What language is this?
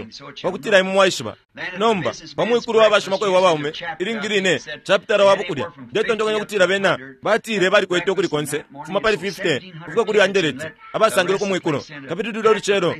Bemba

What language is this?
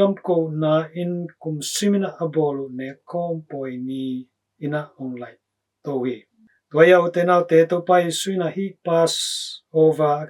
Tedim Chin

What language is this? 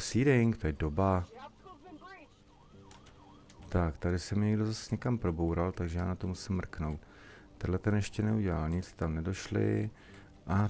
Czech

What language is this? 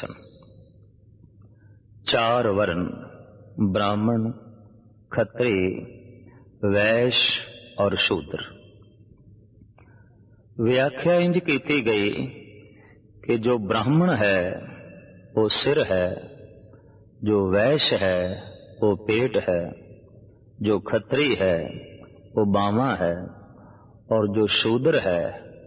Punjabi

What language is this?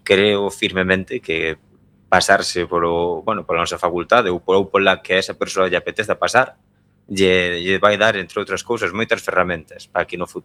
Galician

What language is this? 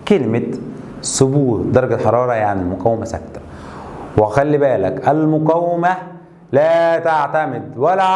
Egyptian Arabic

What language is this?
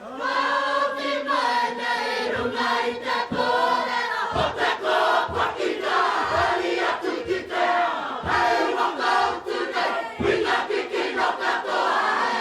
Māori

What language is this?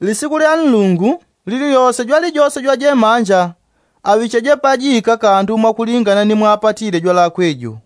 Yao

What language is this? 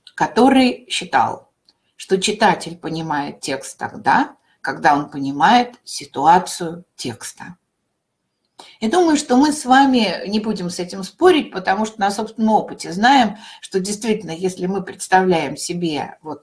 Russian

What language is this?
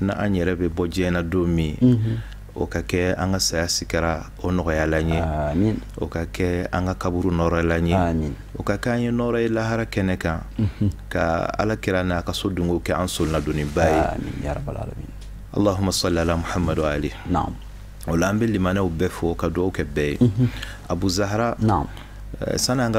Bambara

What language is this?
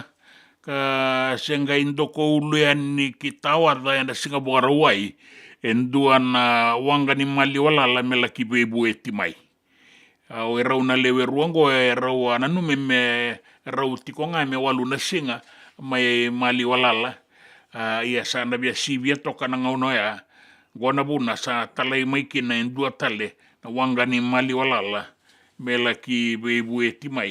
Fijian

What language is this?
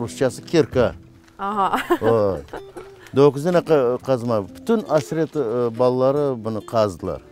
Crimean Tatar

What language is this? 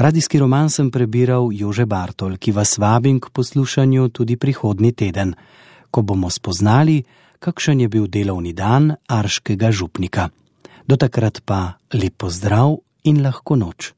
Slovenian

